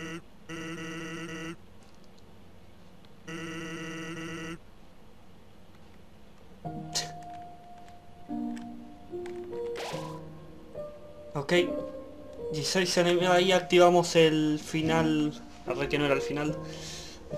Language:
Spanish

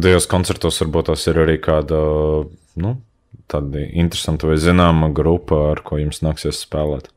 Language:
Latvian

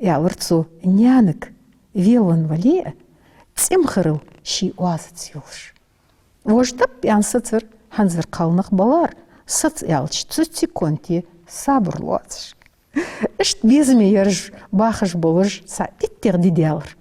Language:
Ingush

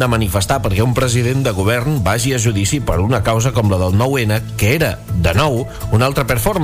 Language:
Catalan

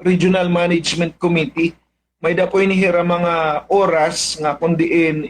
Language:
Waray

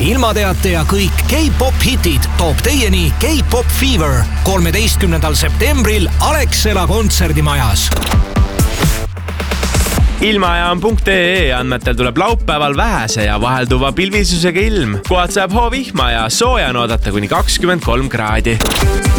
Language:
Estonian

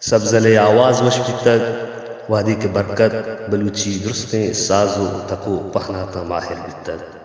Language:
Baluchi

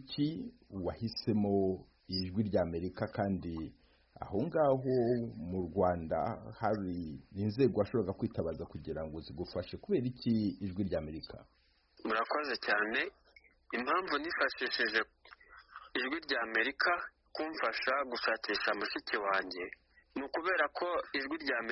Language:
Kinyarwanda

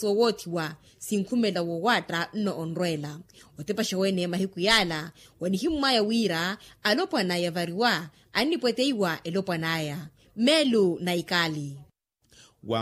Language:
Makhuwa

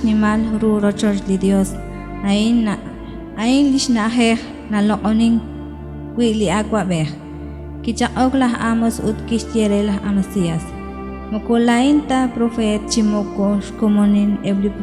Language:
Kekchí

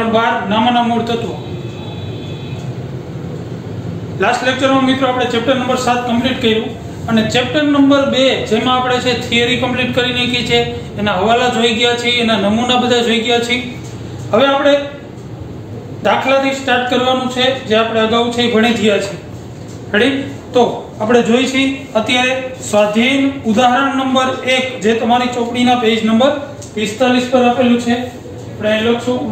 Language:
Gujarati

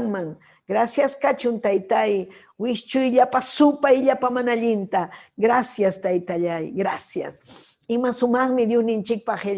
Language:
Ayacucho Quechua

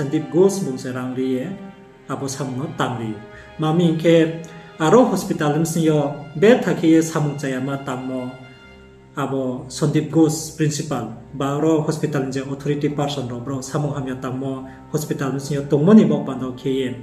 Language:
Riang (India)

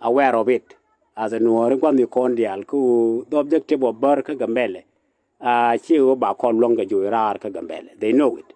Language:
Nuer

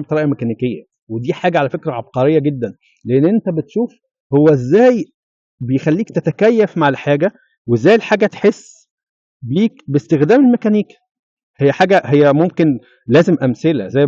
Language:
Egyptian Arabic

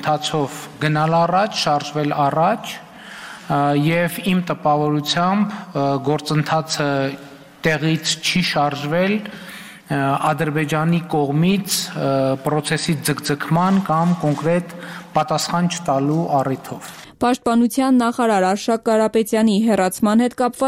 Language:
Armenian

